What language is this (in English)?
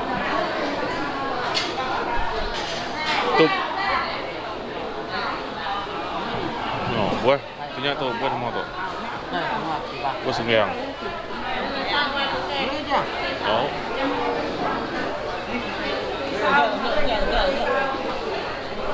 Malay